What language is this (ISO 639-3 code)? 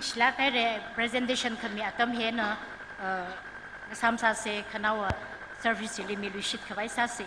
nmf